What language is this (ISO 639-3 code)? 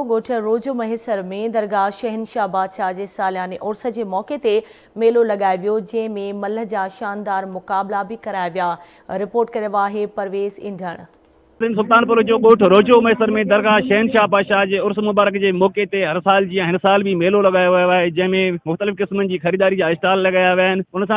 snd